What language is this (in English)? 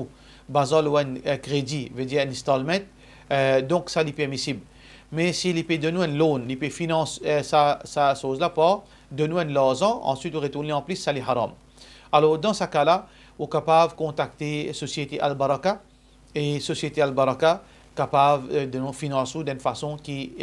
Morisyen